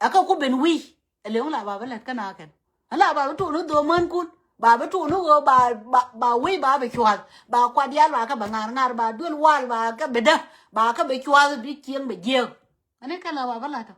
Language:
Nuer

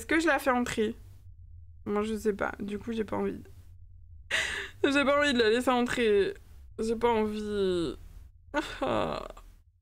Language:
French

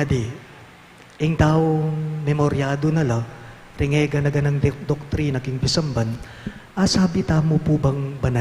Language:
Pampanga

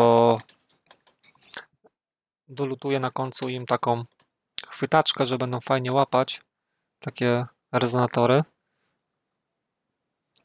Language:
Polish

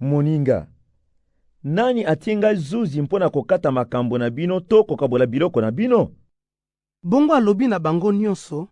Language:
Lingala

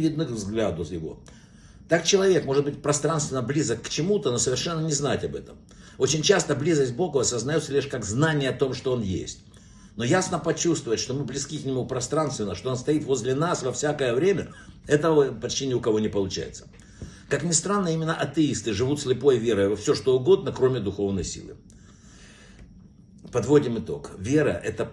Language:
Russian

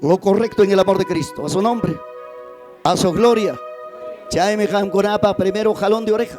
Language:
Ayacucho Quechua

